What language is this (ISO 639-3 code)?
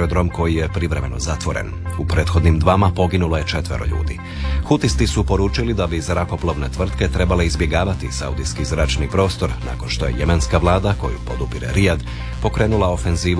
hrv